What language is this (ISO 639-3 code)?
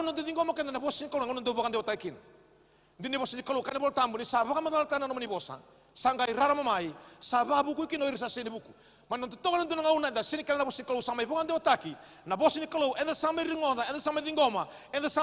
fij